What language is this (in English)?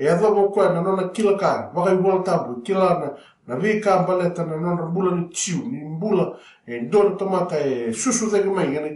Fijian